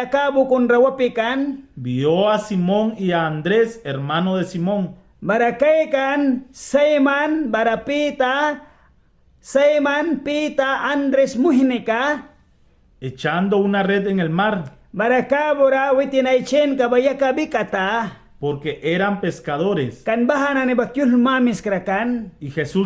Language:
Mískito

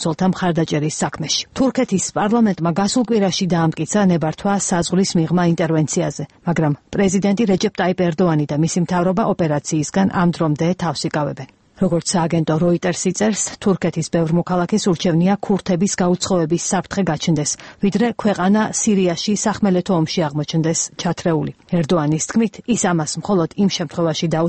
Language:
Georgian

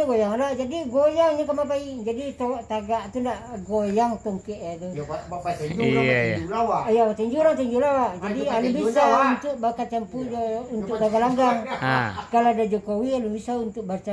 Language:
Minangkabau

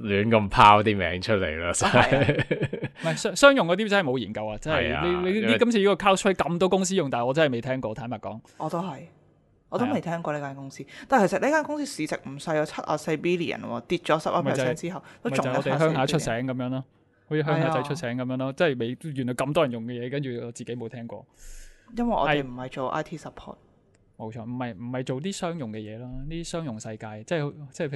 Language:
Cantonese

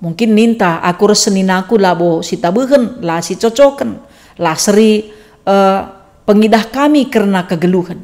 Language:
Batak Karo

